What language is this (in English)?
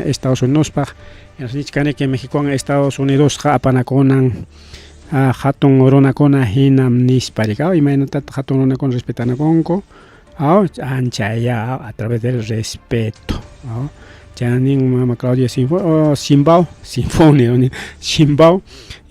Ayacucho Quechua